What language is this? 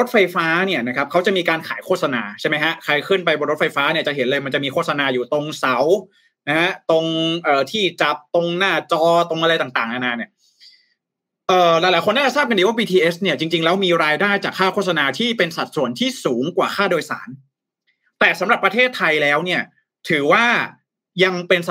Thai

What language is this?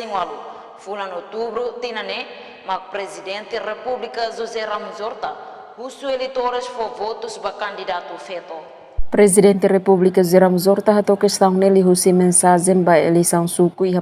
Tetum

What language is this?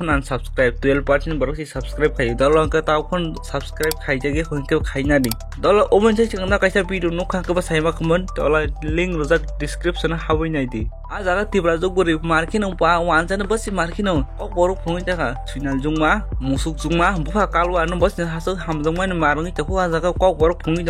Kok Borok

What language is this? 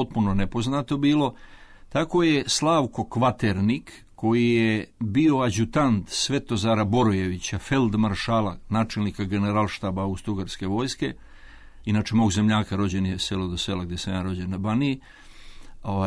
Serbian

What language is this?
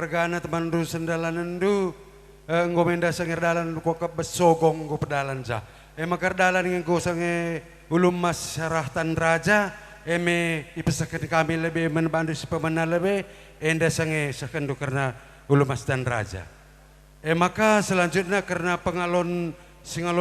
Batak Karo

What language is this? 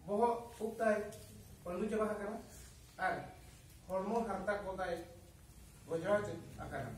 Santali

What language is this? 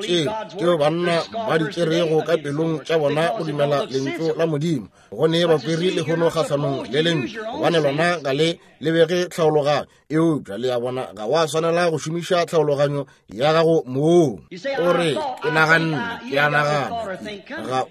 Northern Sotho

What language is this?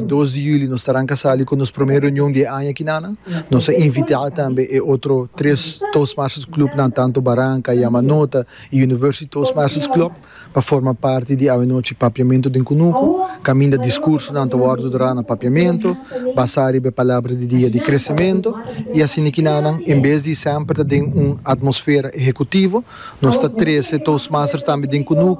Papiamento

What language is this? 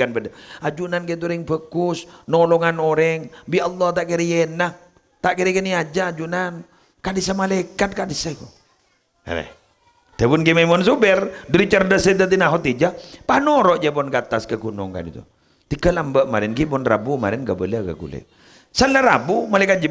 Madurese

